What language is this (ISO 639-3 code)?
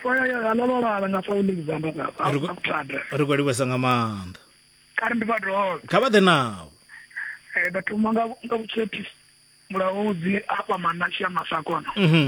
ven